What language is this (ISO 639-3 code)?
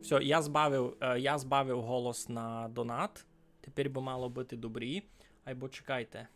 rue